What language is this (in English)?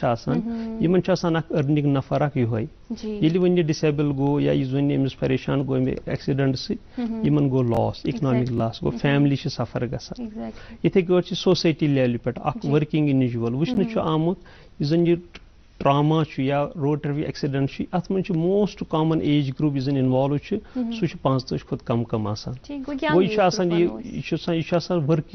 Kashmiri